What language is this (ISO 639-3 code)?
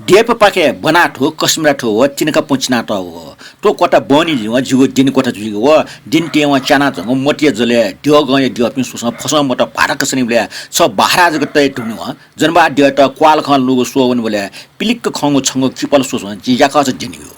new